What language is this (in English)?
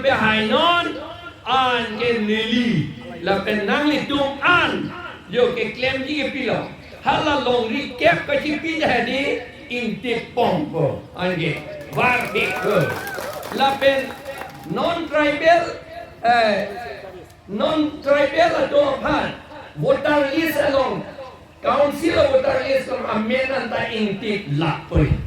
Karbi